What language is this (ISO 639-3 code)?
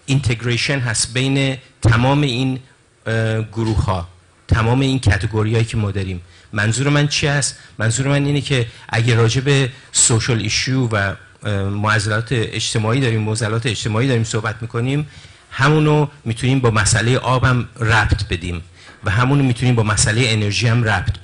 fas